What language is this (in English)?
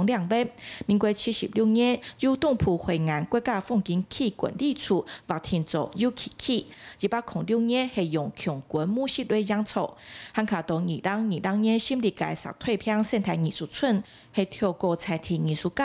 Hakka Chinese